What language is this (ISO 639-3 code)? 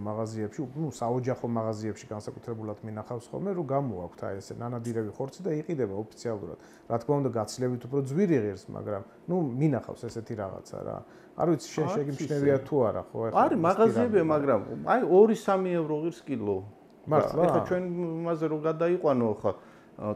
kat